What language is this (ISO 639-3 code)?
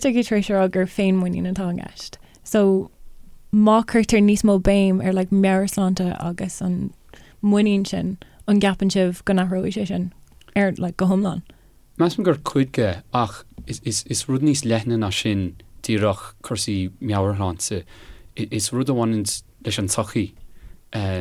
gle